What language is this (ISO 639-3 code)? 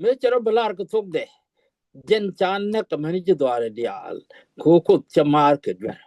nus